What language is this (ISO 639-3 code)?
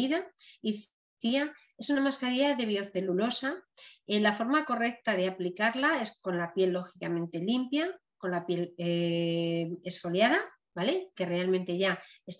spa